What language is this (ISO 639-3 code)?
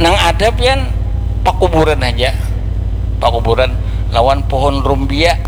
bjn